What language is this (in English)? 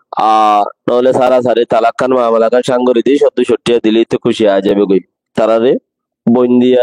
Rohingya